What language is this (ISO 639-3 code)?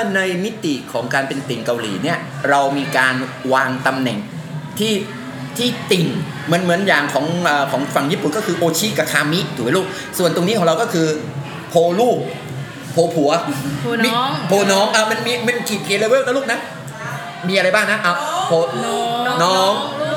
tha